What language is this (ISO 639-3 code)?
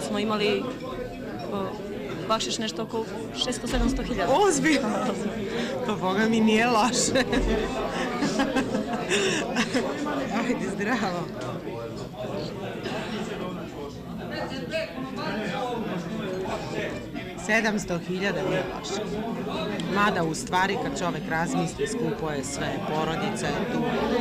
srp